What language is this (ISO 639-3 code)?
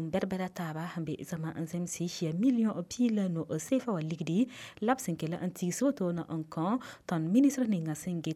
mos